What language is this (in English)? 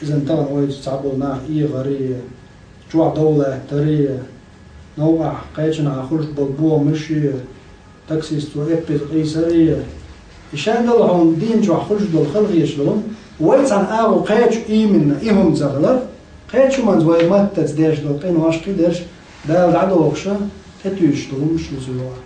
Chechen